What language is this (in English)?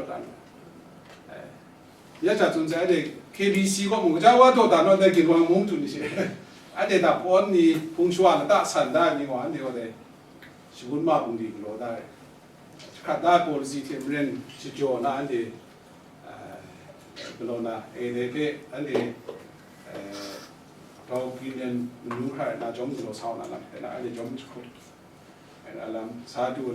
Kachin